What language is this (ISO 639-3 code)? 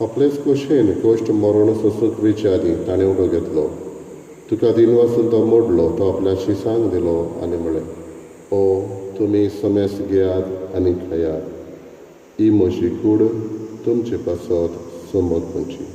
kok